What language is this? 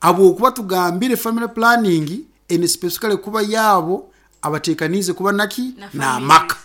Nyankole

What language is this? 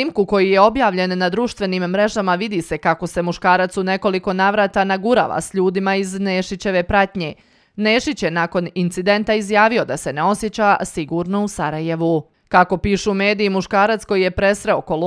Bosnian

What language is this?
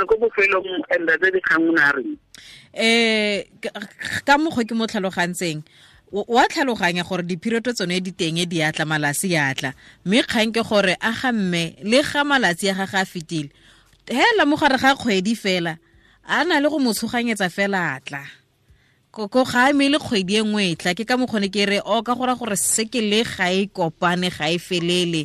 Tswana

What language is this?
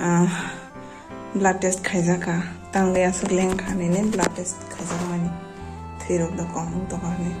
Kok Borok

